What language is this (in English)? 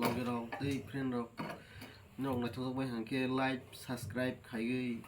Kok Borok